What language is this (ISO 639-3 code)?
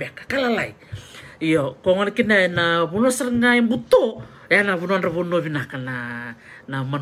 fij